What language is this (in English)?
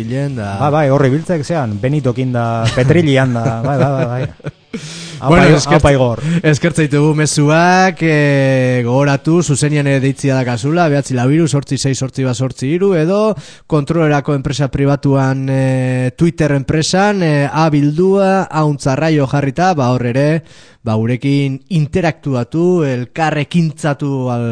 Basque